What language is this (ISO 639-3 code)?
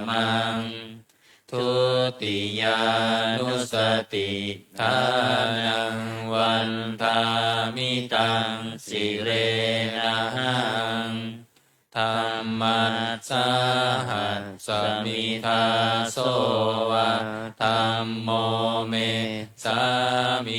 pli